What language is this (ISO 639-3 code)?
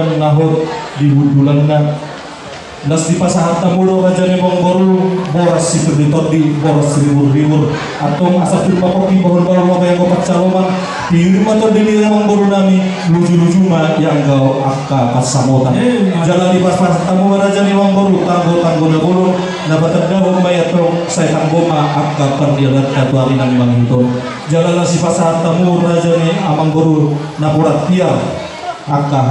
bbc